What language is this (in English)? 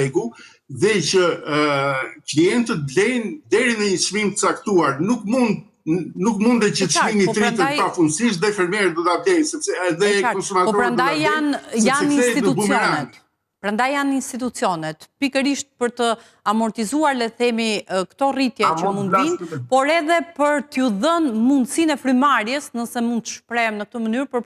Albanian